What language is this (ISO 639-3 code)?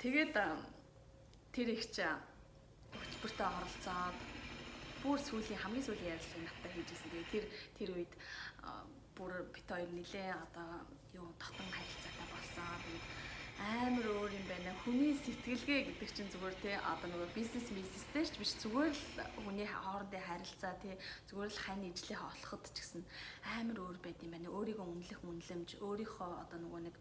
mon